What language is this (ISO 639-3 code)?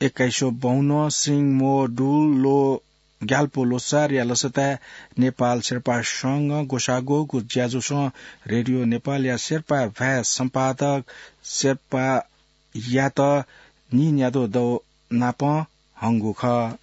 new